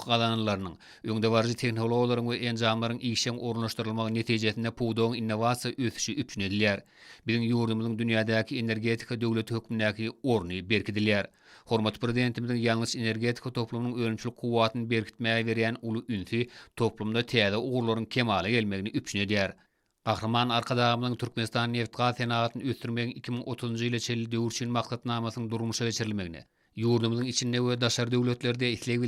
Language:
Turkmen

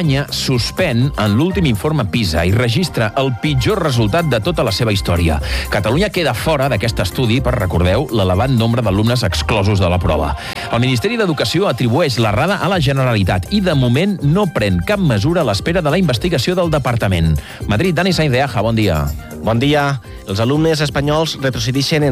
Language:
Catalan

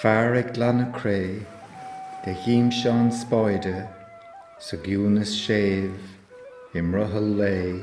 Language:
Irish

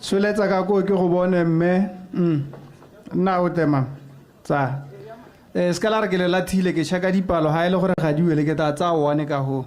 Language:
Tswana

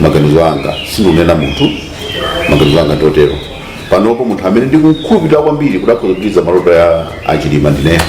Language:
Nyanja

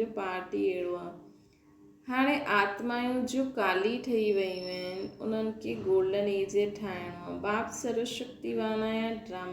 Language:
Sindhi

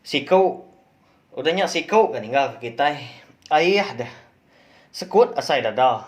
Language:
Iban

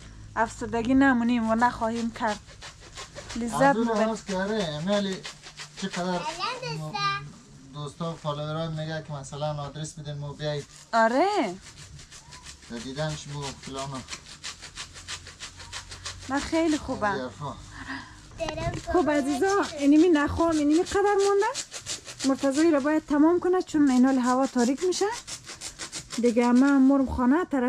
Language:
Persian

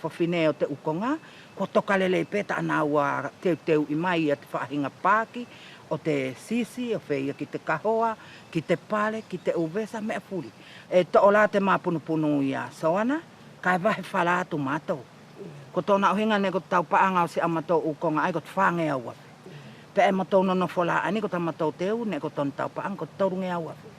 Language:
Wallisian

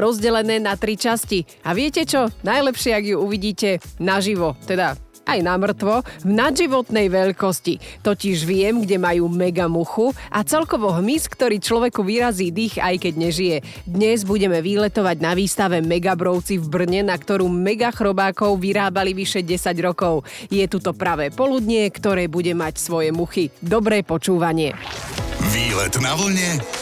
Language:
Slovak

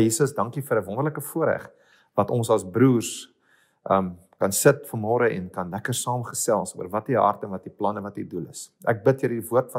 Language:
Afrikaans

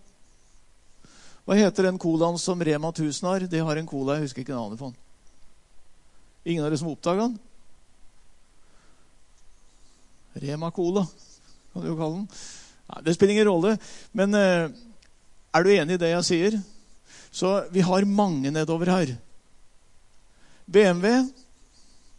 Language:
Norwegian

